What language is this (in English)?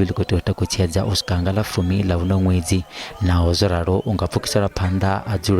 Venda